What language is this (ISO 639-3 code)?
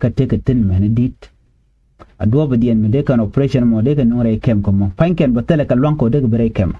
nus